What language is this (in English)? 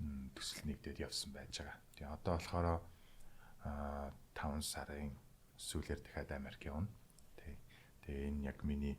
Mongolian